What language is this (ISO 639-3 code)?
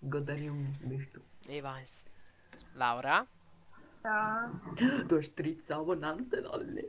gsw